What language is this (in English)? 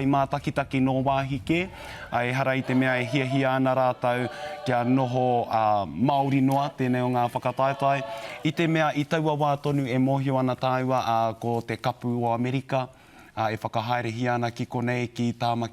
Māori